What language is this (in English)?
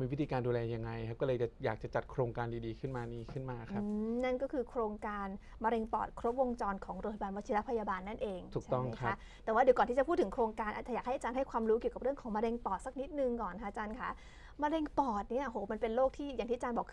Thai